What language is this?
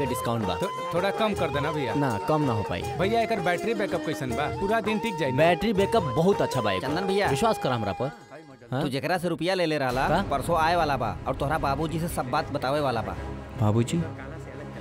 Bhojpuri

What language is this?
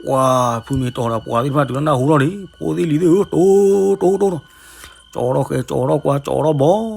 S'gaw Karen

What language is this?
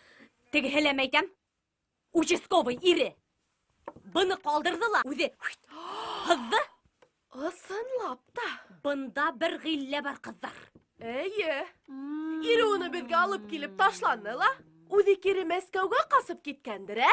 Bashkir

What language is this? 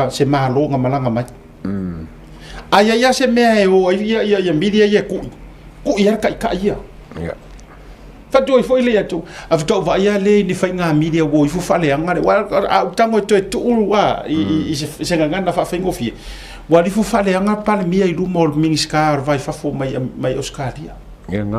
Samoan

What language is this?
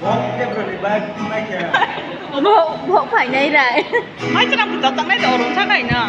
Kok Borok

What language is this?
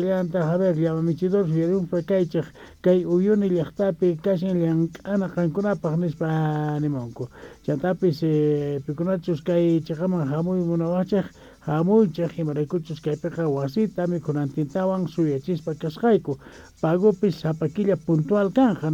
South Bolivian Quechua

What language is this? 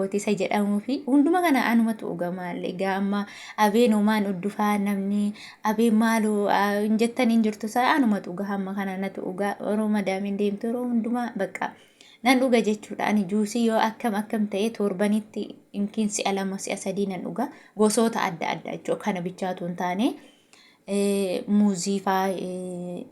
Oromo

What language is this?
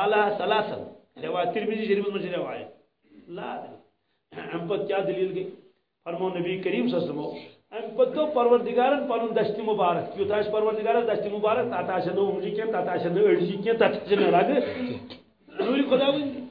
Kashmiri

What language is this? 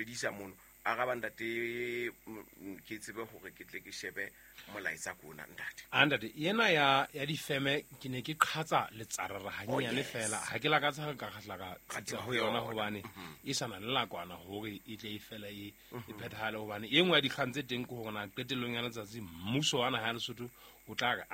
Southern Sotho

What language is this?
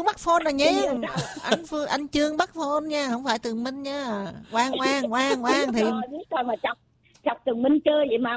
Vietnamese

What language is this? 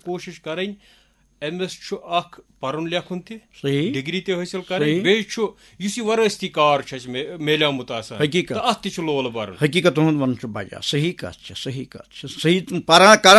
Kashmiri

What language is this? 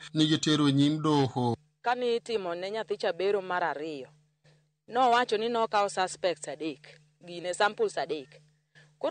Luo (Kenya and Tanzania)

